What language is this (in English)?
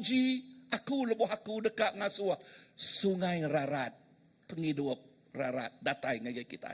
Iban